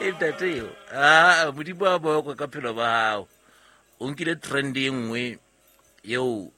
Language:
Southern Sotho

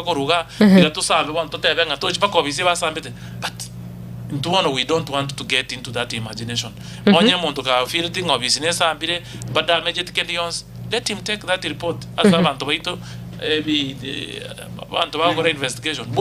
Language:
Gusii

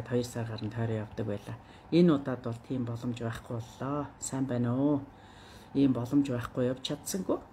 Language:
Mongolian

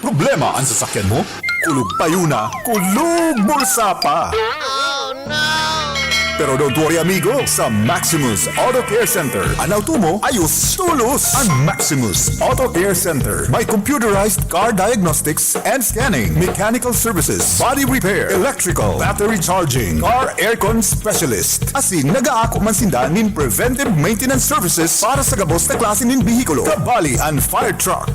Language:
Bikol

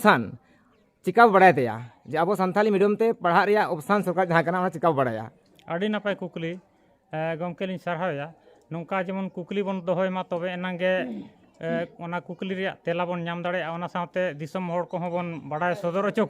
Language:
Santali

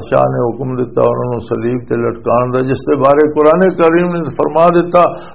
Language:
Western Panjabi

